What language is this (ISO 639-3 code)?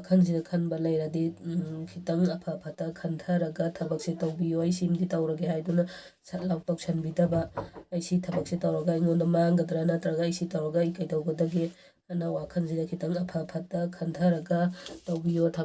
mni